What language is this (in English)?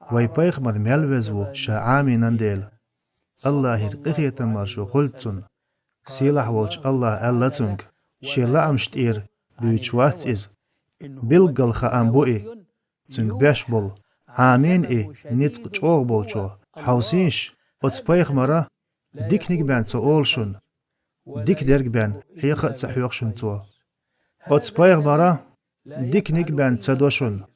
Chechen